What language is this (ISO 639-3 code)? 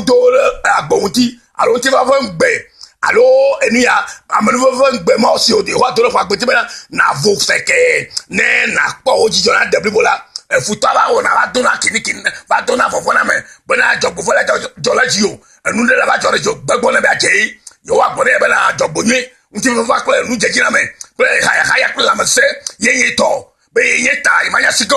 ewe